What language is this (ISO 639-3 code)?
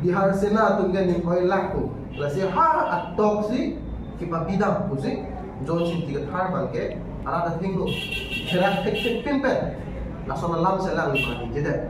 mjw